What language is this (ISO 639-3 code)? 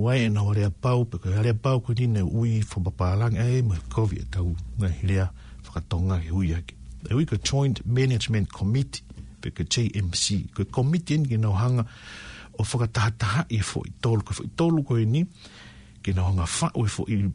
ton